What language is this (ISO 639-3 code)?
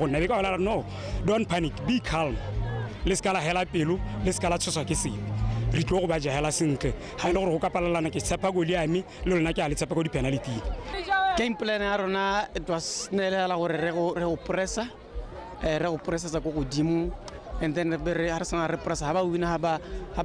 tsn